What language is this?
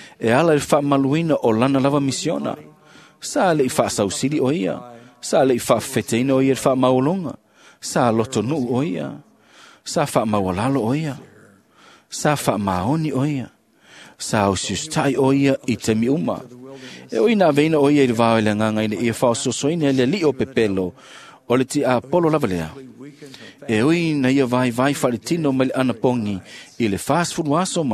Samoan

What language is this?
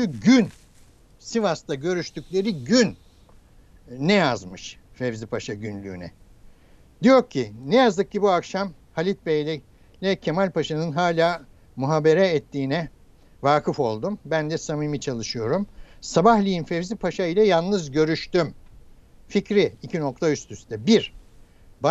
Turkish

